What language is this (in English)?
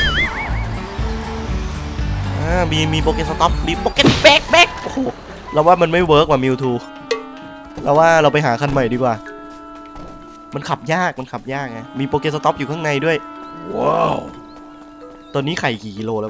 Thai